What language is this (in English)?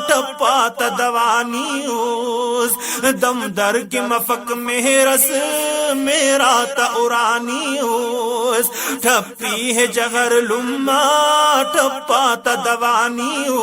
Brahui